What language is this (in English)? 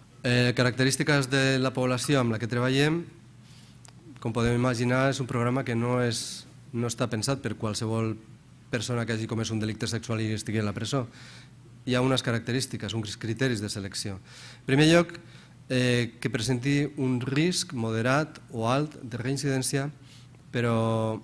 Catalan